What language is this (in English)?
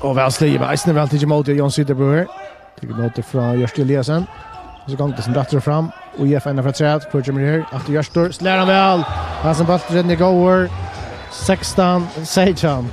Faroese